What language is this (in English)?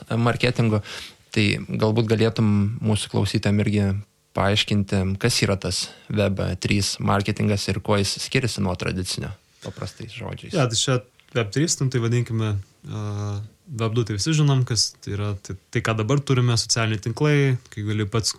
Lithuanian